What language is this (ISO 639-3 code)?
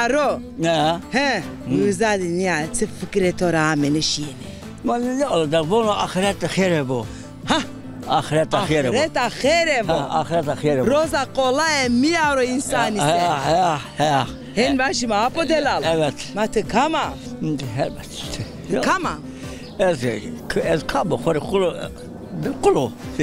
zza